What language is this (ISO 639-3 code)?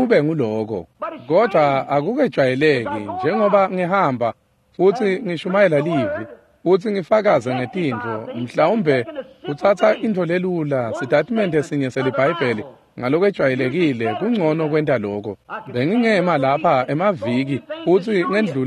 ssw